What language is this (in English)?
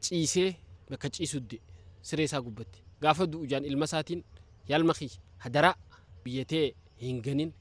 Oromo